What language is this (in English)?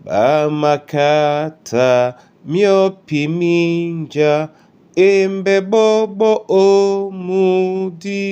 Duala